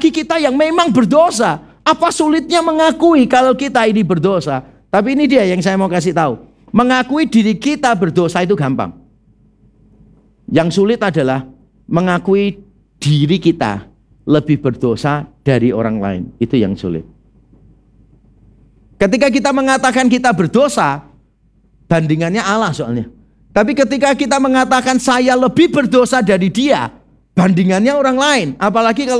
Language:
Indonesian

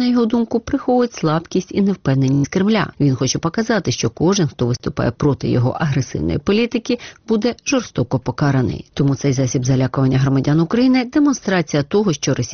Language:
Ukrainian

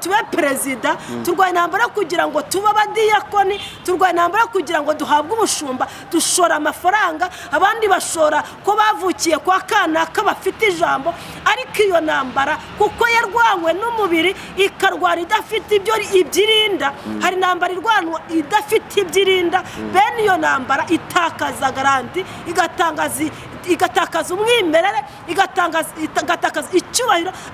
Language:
Kinyarwanda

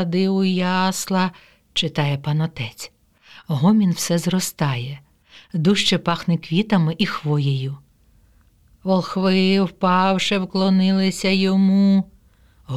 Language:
Ukrainian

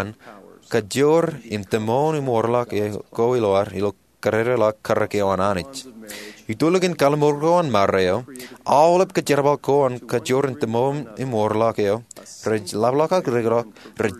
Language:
Marshallese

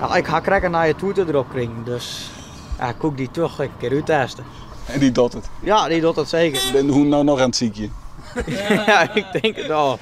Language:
Western Frisian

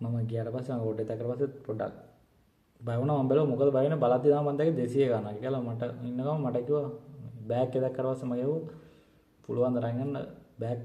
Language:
Sinhala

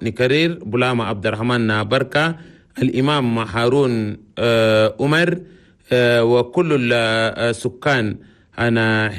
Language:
Chadian Arabic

